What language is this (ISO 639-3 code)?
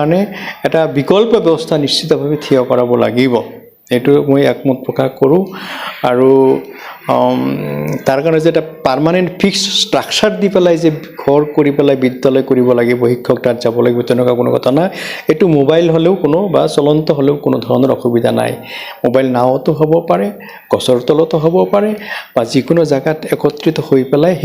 asm